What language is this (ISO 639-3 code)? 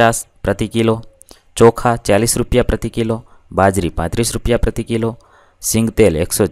guj